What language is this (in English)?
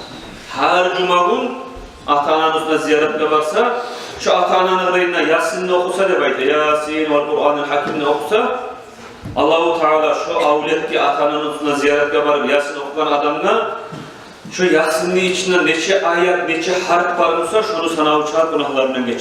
Kumyk